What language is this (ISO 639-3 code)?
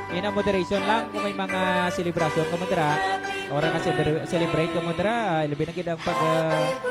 hil